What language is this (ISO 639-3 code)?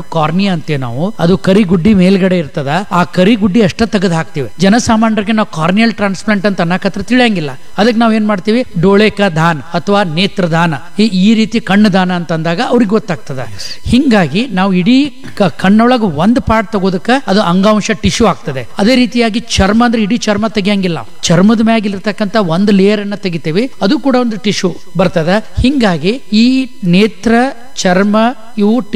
kan